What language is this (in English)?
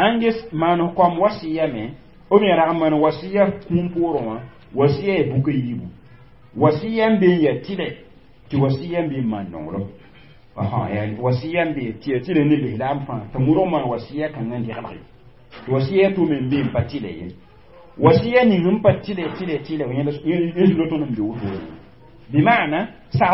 Mossi